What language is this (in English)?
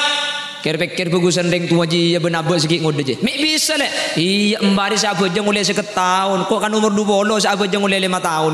Madurese